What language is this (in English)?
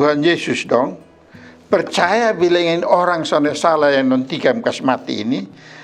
Kupang Malay